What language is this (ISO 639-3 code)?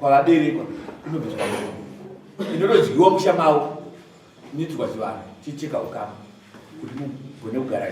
sna